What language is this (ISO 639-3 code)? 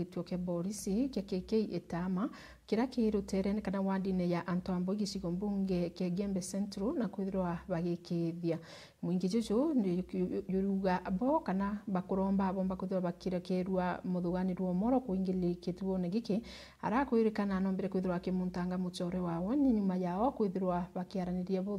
mer